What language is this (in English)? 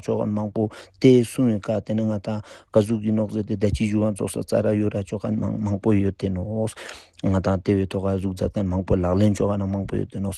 Ladakhi